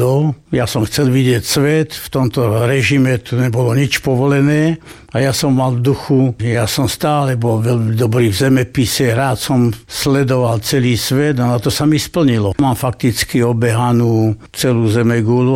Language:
Slovak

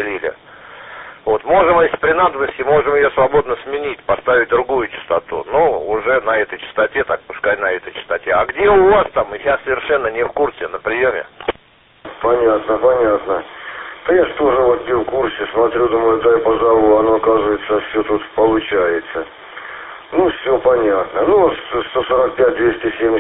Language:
Russian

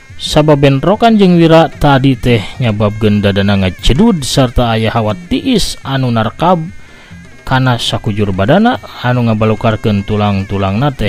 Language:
Sundanese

